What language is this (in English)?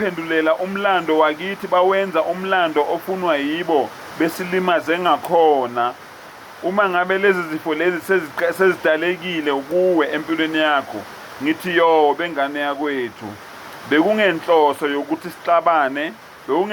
Zulu